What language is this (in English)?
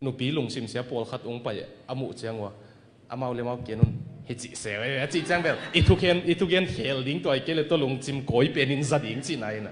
Tedim Chin